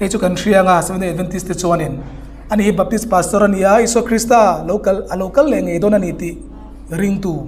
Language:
Hmar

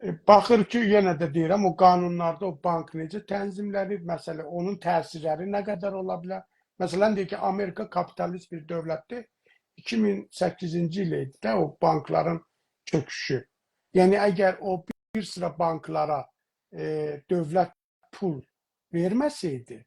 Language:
South Azerbaijani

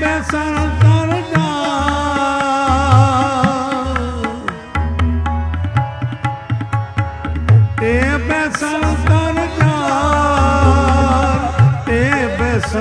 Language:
Punjabi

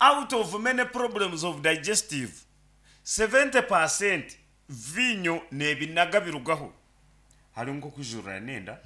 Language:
Nyankole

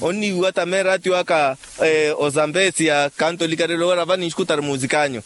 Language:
Makhuwa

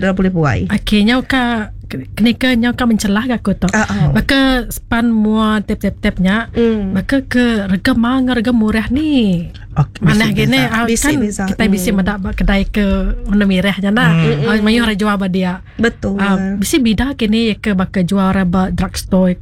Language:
Iban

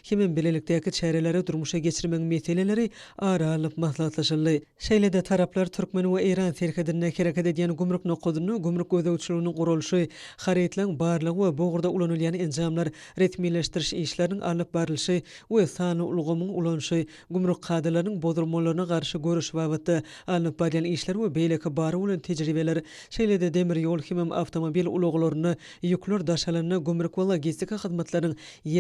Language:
Turkmen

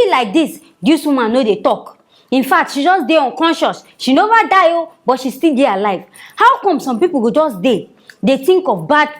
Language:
Nigerian Pidgin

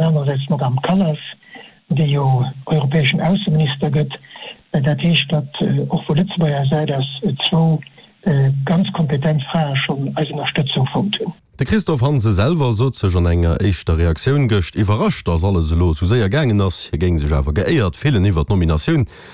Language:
Luxembourgish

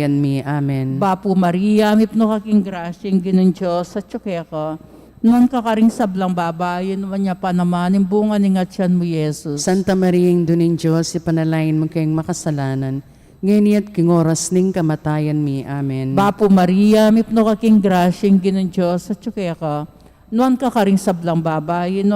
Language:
Pampanga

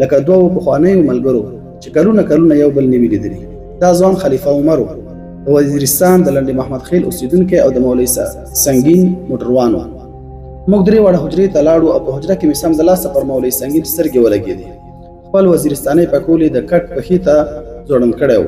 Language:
Pashto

